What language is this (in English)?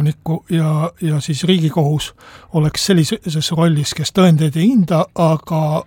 Estonian